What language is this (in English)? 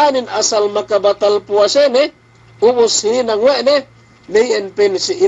Yakan